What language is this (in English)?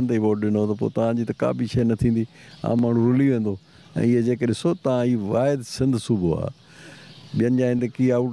Sindhi